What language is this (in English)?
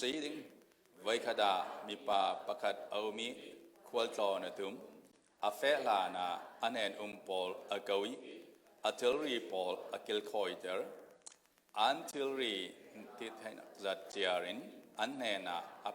Falam Chin